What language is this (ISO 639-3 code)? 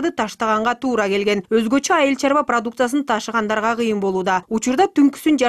kir